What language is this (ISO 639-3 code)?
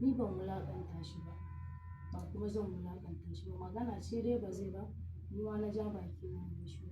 hau